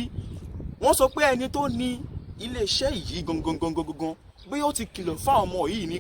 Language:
Yoruba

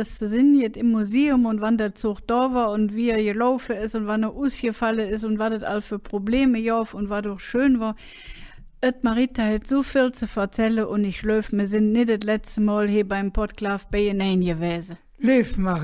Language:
Colognian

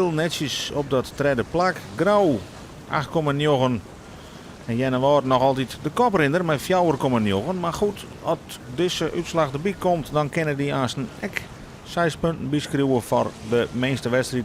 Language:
Western Frisian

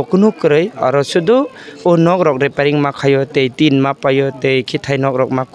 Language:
Kok Borok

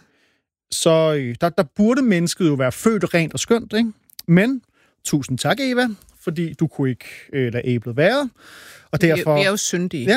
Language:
Danish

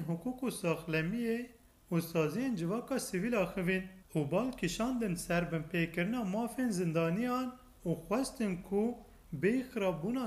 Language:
Kurdish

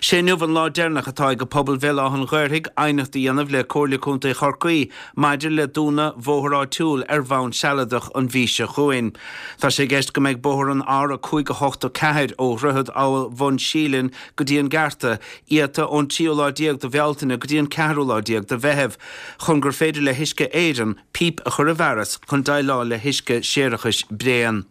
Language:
Irish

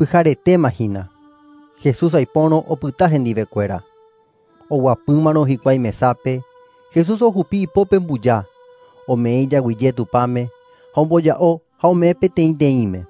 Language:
Guarani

